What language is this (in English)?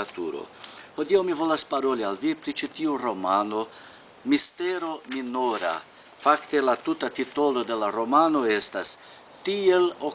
Esperanto